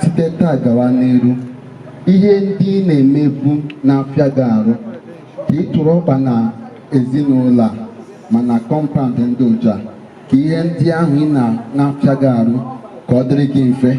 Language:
Igbo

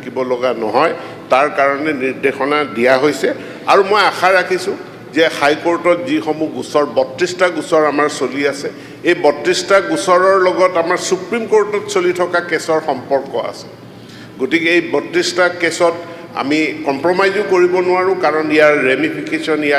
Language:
Assamese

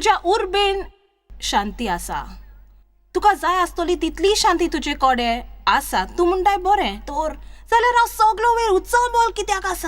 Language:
Konkani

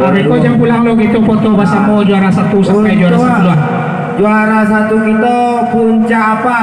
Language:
Minangkabau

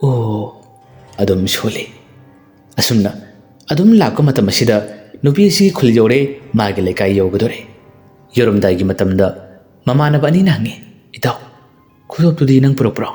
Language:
Manipuri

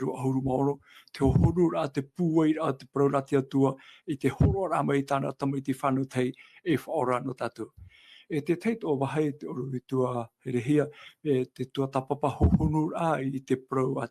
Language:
Tahitian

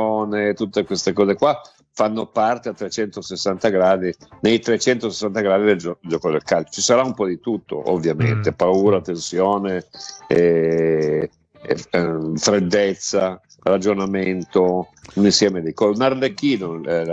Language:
Italian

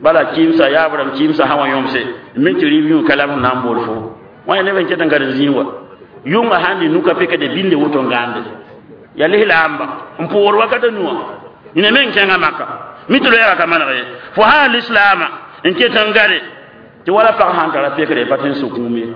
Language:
Mossi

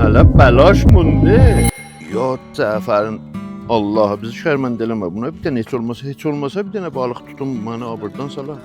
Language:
South Azerbaijani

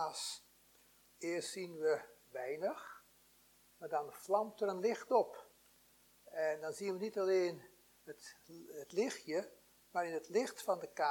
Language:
Dutch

